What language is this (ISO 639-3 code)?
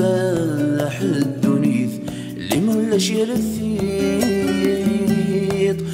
kab